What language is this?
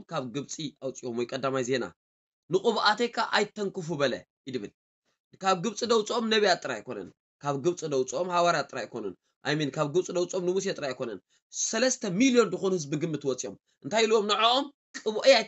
Tigrinya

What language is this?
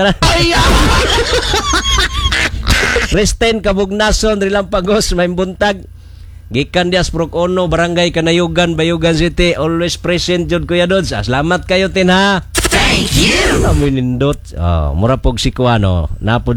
Cebuano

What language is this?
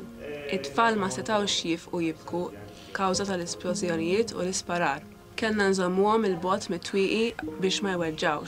Maltese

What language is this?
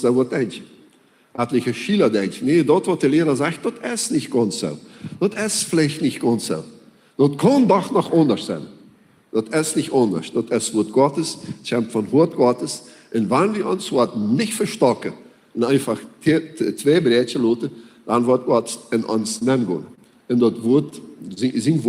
Plautdietsch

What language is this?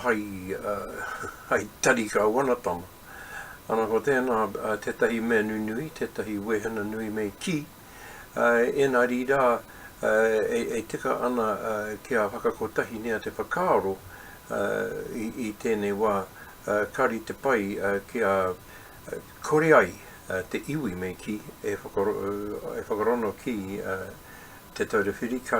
Māori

